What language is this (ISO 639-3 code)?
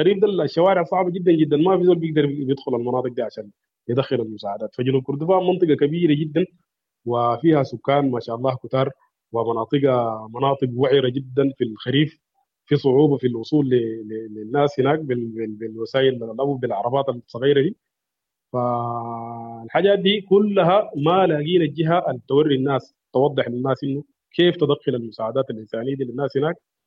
apd